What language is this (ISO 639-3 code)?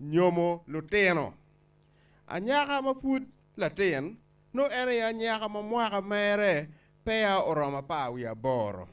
ach